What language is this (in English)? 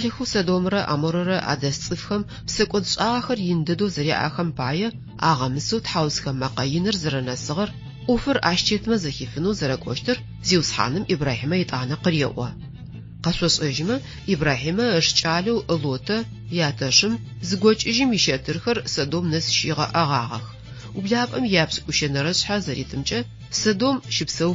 Adyghe